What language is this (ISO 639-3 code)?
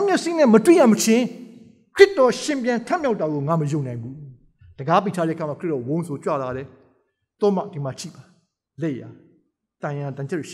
mya